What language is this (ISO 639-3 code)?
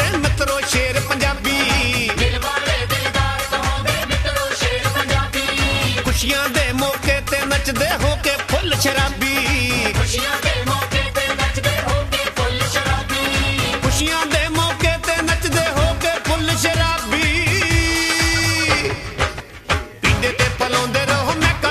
pan